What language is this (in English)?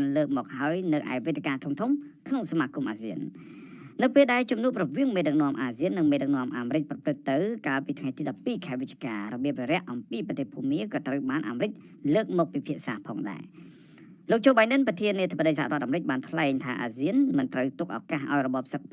Khmer